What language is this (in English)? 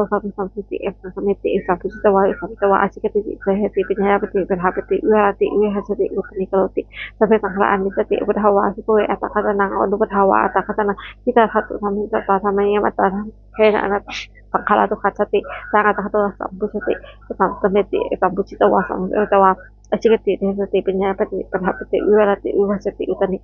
Pali